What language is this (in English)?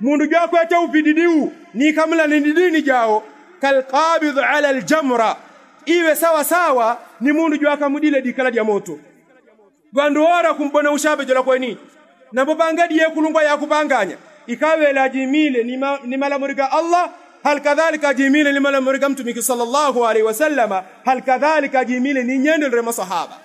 Yao